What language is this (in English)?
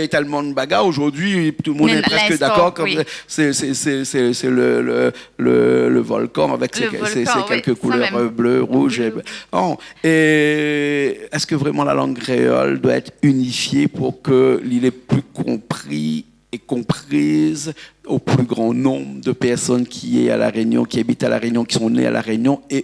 Réunion Creole French